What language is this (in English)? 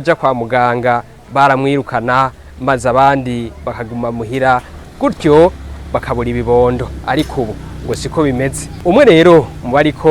Rundi